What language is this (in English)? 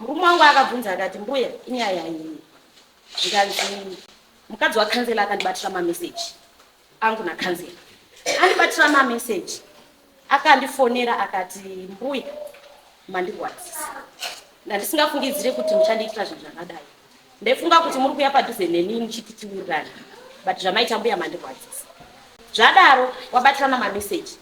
Shona